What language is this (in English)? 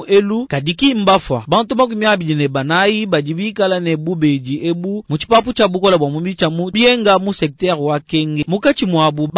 Luba-Lulua